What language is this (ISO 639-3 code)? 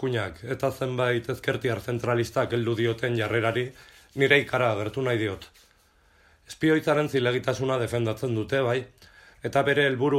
eus